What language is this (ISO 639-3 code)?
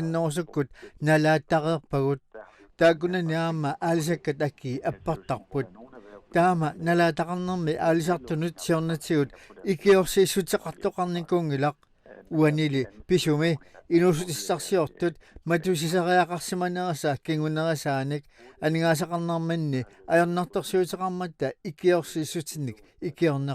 kal